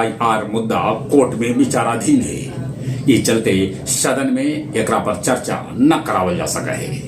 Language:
Magahi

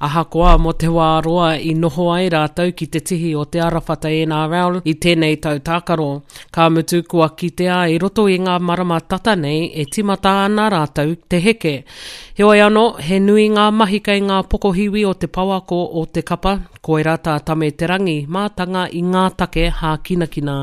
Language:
Māori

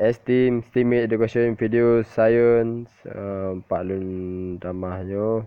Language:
Achinese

